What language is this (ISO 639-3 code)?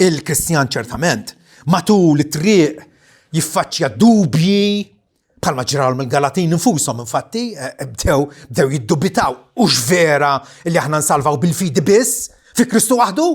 mlt